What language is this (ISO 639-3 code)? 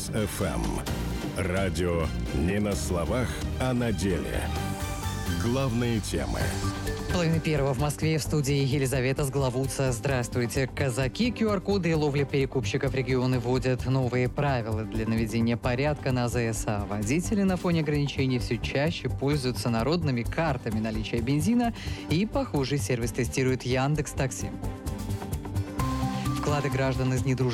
rus